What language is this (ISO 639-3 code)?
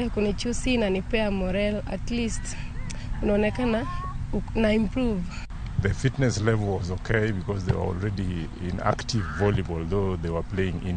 luo